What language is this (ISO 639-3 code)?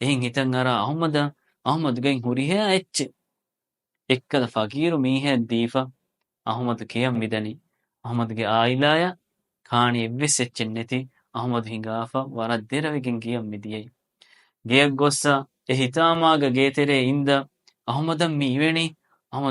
div